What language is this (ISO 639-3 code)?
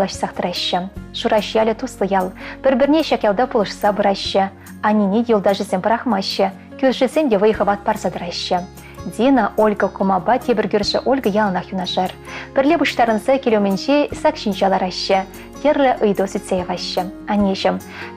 chv